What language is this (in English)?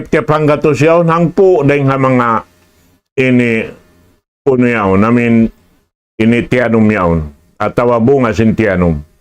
Tausug